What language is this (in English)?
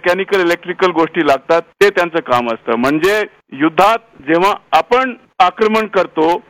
Marathi